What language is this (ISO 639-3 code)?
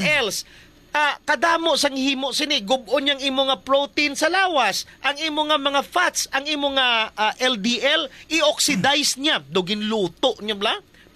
hil